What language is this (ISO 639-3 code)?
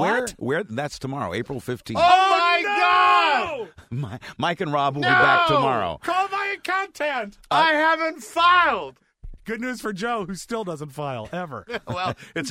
eng